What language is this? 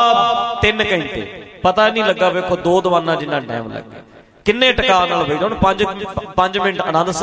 Punjabi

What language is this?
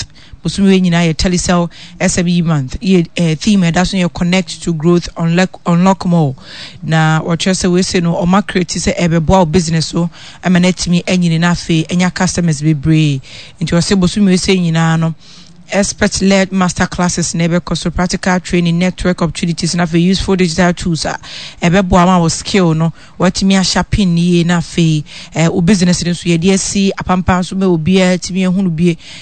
Akan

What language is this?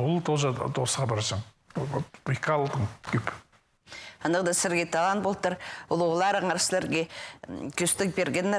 Khakas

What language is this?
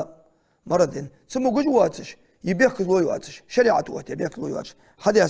Ingush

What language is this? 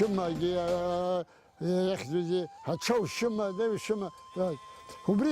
Abkhazian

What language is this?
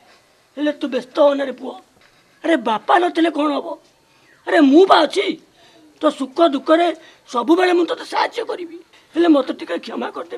Odia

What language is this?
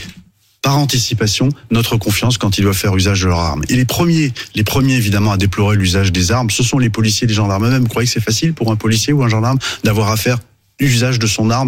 French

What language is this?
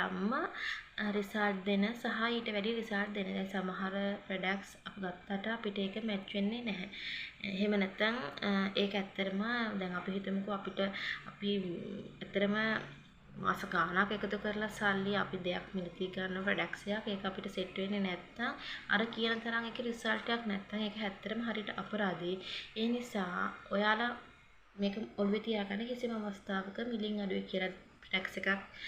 Sinhala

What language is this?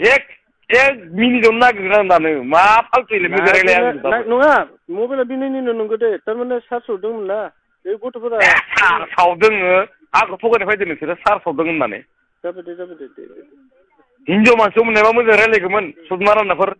Bodo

